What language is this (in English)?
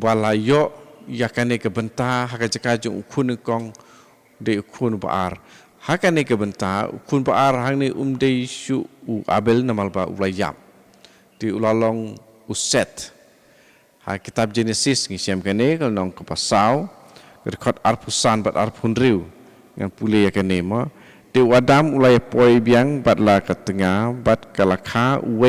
Khasi